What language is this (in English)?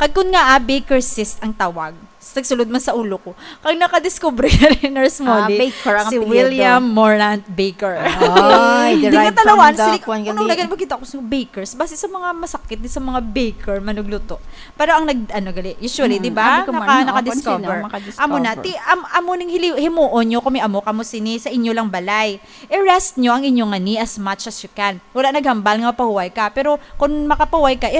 Hiligaynon